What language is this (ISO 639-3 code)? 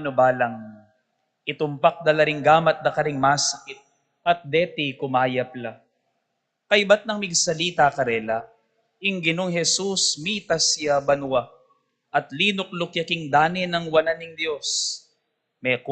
pam